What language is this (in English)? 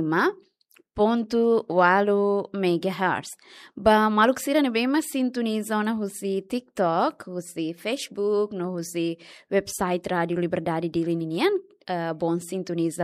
Tetum